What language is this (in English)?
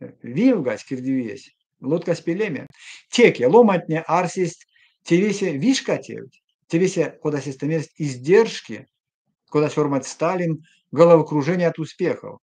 Erzya